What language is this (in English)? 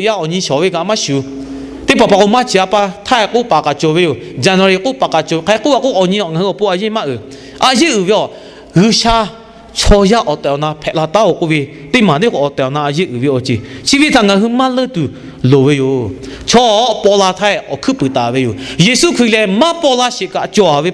Lahu